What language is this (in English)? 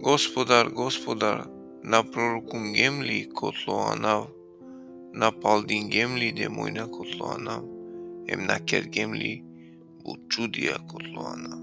Balkan Romani